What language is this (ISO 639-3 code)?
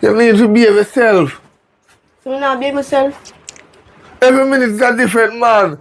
jam